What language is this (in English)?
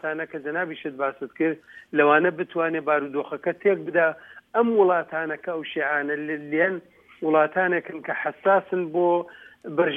Central Kurdish